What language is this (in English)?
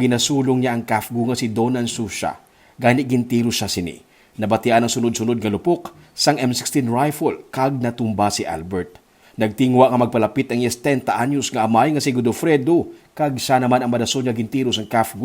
Hiligaynon